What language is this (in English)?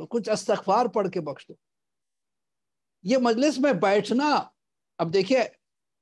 Urdu